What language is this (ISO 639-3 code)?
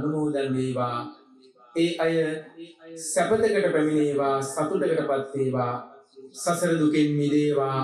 sin